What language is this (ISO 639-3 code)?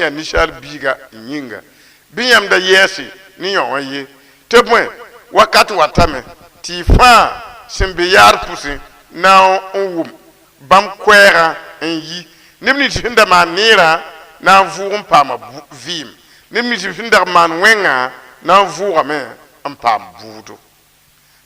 mos